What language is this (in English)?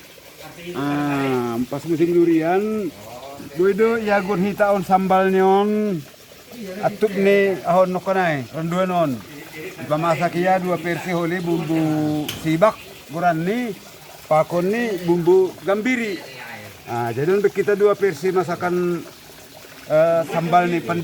Batak Simalungun